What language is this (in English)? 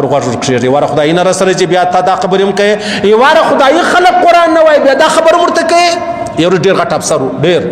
Pashto